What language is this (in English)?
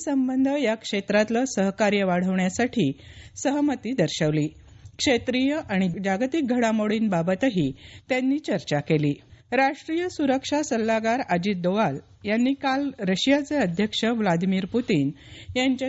Marathi